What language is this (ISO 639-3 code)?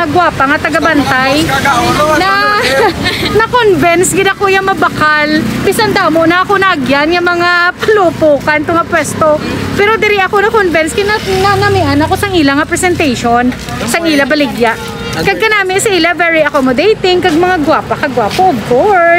hil